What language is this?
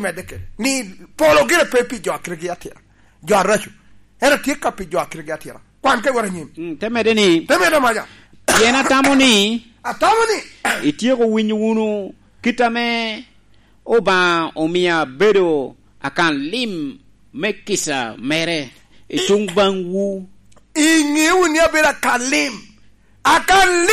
Lango (Uganda)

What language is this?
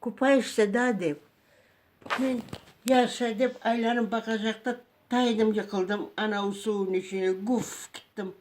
Crimean Tatar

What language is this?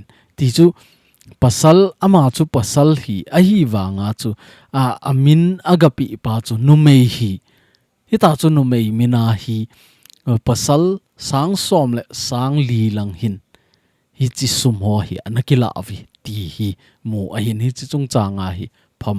Thado Chin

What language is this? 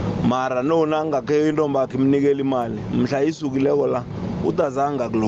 South Ndebele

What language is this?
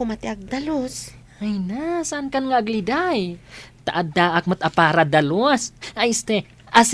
Iloko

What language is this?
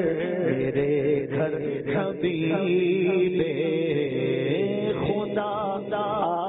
Urdu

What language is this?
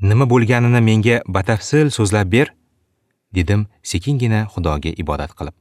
Uzbek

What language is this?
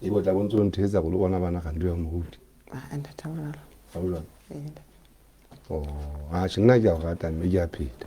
Southern Sotho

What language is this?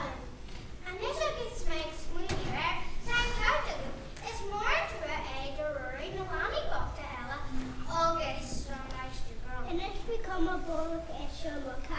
Irish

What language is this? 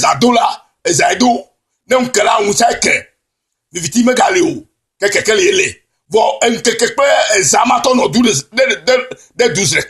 Ewe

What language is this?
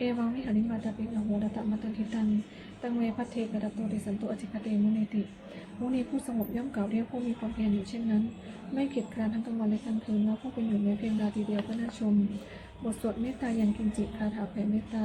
Pali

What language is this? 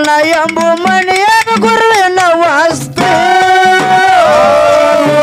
Kannada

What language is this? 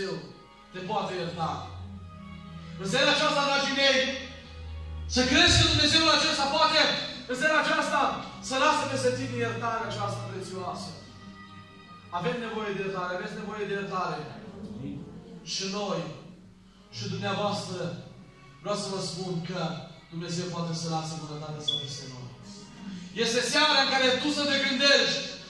Romanian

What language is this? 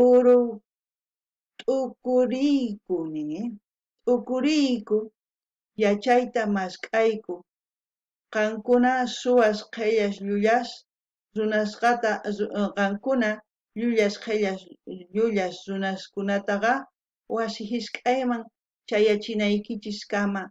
South Bolivian Quechua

